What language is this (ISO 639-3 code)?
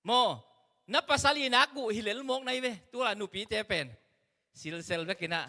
ctd